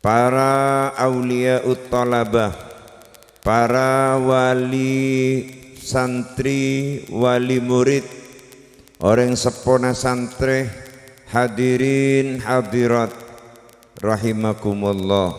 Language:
Madurese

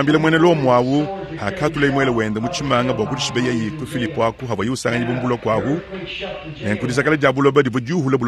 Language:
Luba-Lulua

